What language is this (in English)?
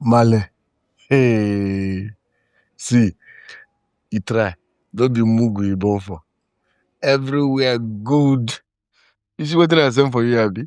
Nigerian Pidgin